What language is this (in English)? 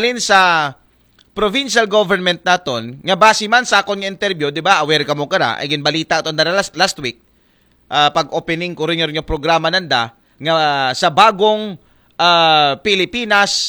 Aklanon